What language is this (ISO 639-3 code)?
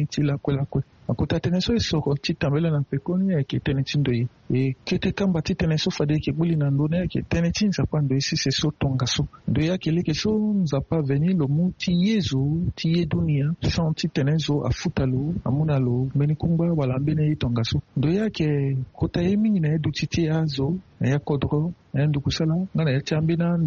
sag